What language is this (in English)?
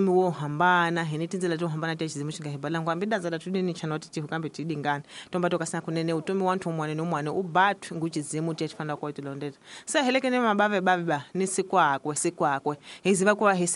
Tsonga